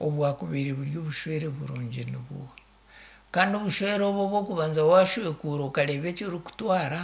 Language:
Nyankole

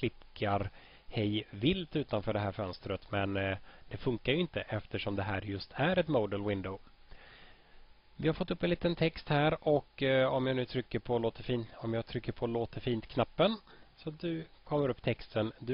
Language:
Swedish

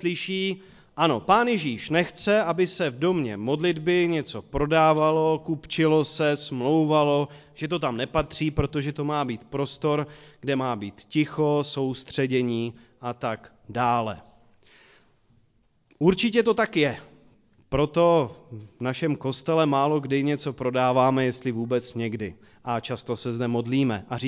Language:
Czech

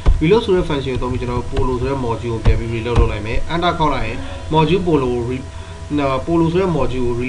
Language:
Burmese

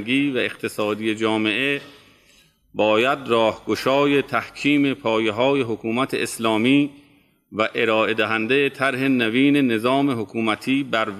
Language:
Persian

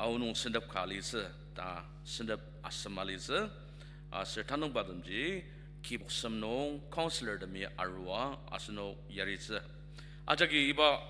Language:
Ao Naga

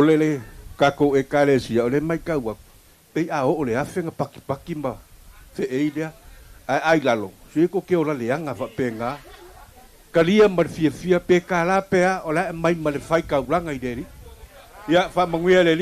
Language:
Samoan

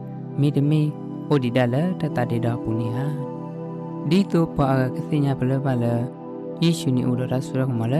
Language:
S'gaw Karen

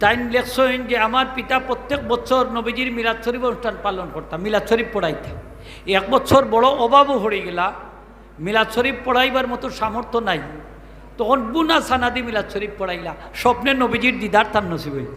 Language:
Sylheti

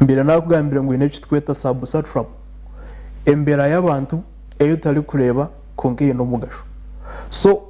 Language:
Nyankole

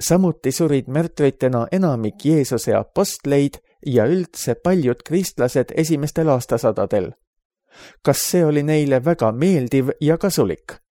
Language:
Estonian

